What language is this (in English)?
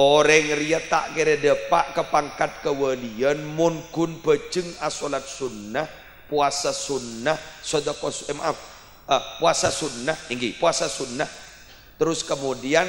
Madurese